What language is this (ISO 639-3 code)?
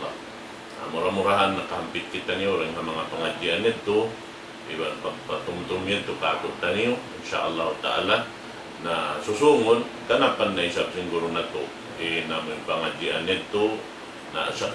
tsg